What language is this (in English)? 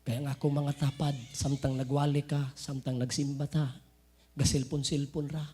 Cebuano